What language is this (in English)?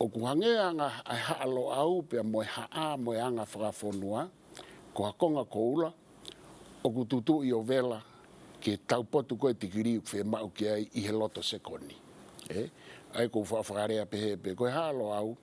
Tongan